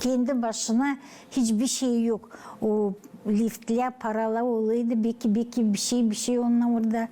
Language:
Gagauz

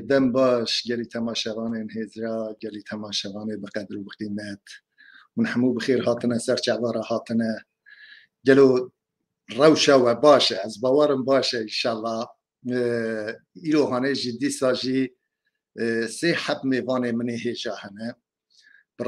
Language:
Kurdish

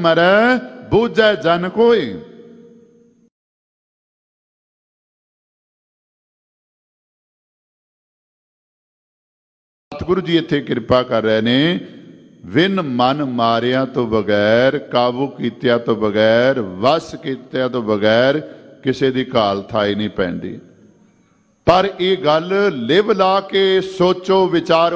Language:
Punjabi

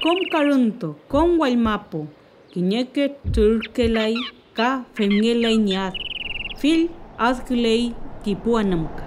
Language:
Mapuche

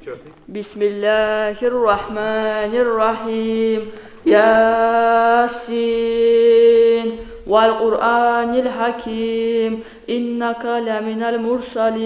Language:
Kumyk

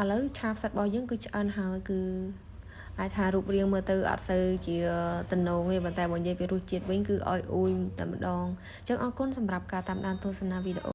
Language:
Khmer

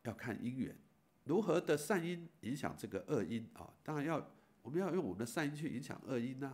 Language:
Chinese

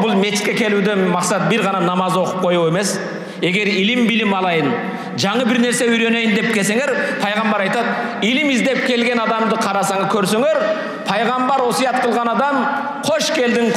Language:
Kyrgyz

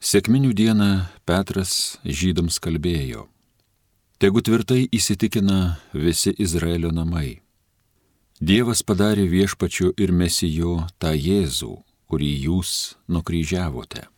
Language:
Lithuanian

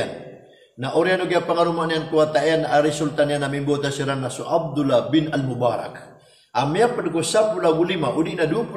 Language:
Maranao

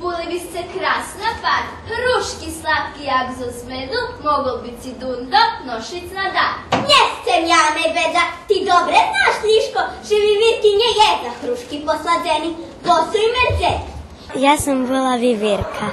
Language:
Rusyn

